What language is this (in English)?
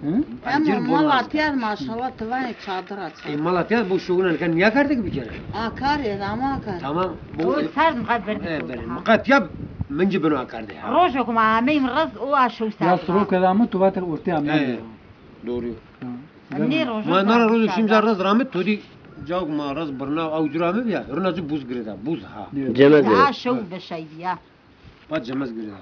Zaza